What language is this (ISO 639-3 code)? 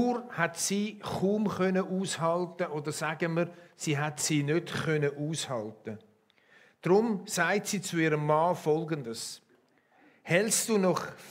gsw